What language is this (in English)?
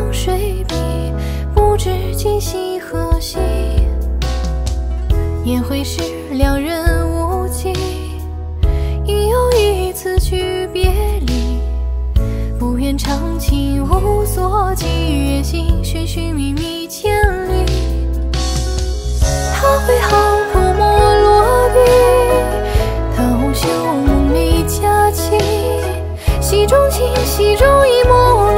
Chinese